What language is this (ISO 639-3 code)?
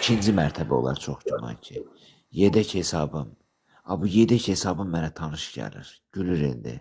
aze